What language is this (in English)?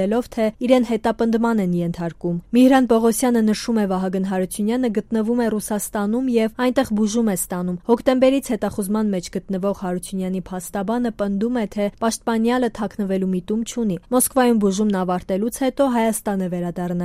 Armenian